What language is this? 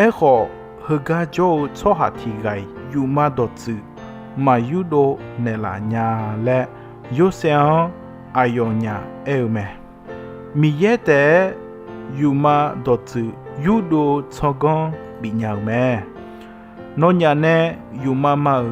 Akha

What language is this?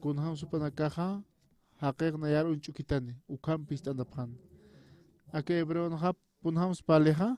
Aymara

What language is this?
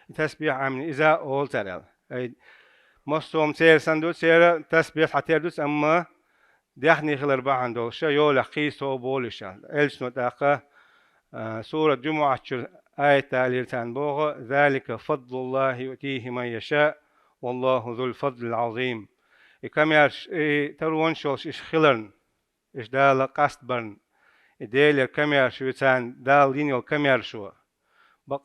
Chechen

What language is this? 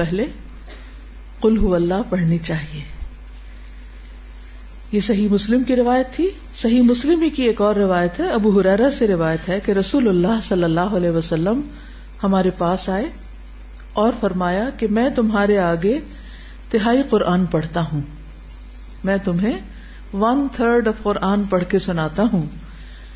Urdu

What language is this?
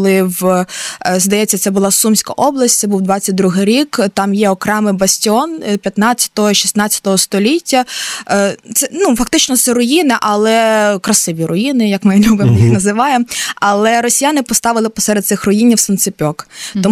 Ukrainian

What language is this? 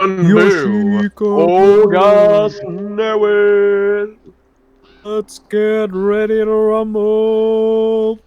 Welsh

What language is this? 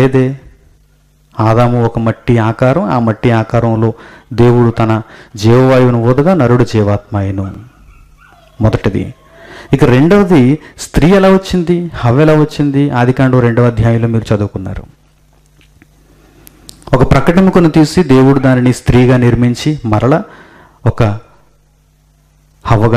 Telugu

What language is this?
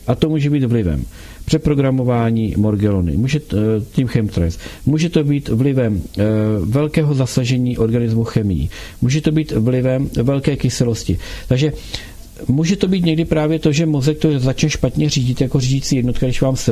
Czech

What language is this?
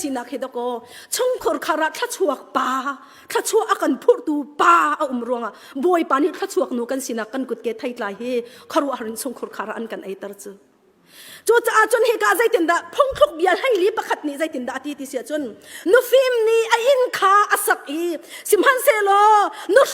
Hakha Chin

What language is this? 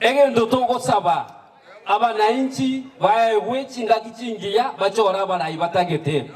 Gusii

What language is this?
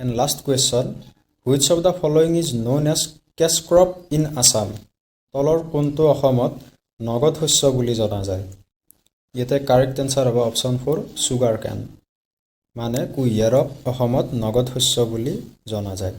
Assamese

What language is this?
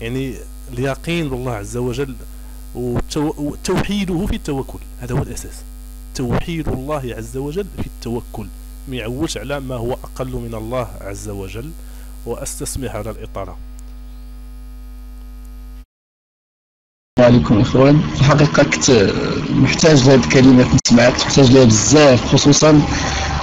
Moroccan Arabic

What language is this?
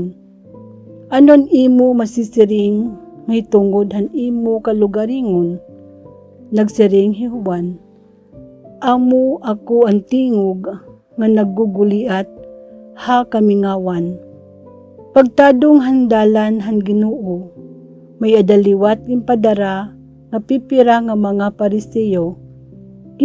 Waray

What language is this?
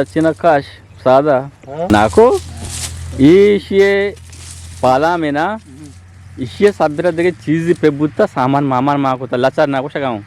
Eastern Balochi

